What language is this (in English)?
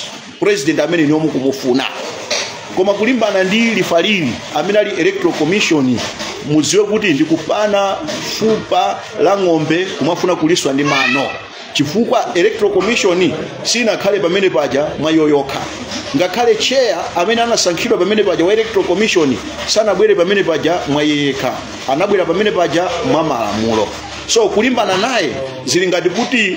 Nyanja